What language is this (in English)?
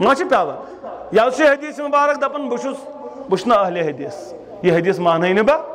Kashmiri